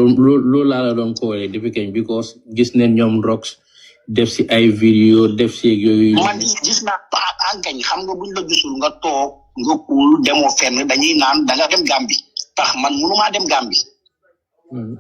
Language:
Wolof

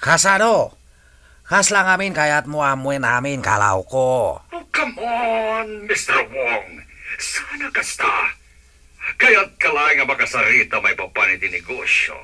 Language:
Iloko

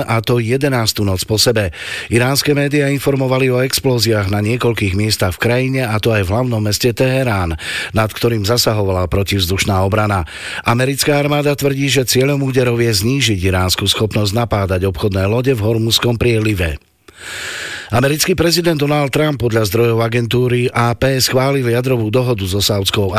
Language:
Slovak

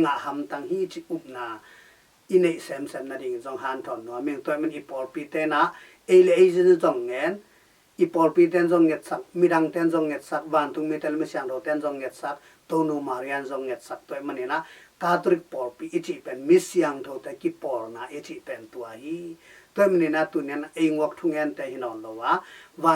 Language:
Tedim Chin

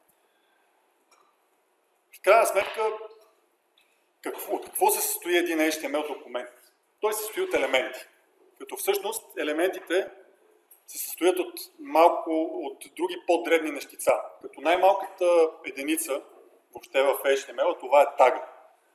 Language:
Bulgarian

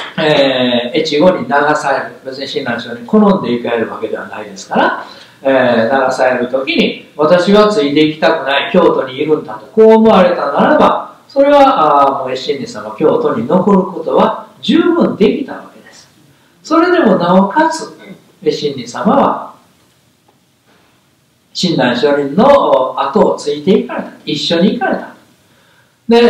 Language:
Japanese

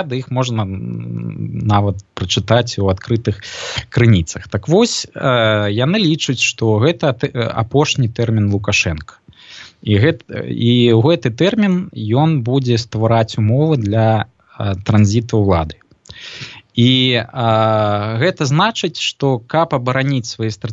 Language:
Belarusian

